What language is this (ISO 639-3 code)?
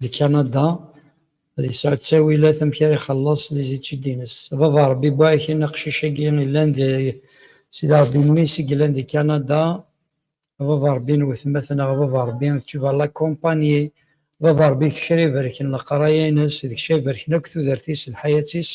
kab